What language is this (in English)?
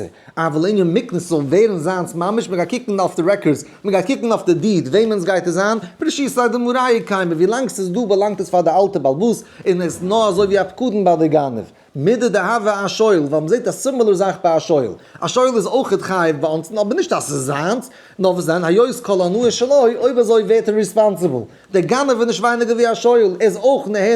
Yiddish